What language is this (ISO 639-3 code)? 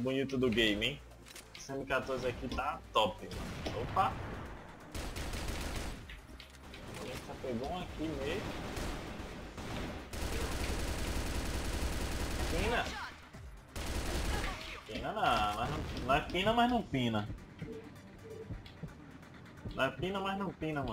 por